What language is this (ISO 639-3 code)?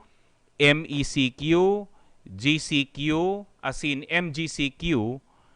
bik